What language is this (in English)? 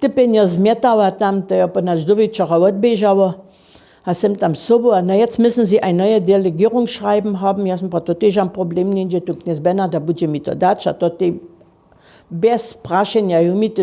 Upper Sorbian